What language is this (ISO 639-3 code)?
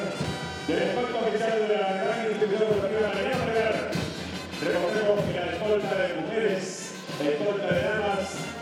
spa